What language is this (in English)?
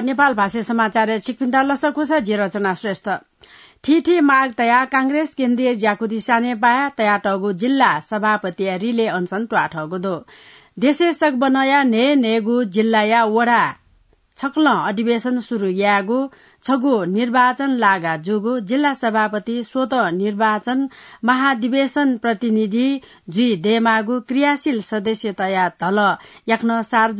Newari